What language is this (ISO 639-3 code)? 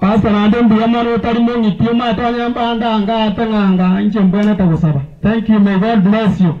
guz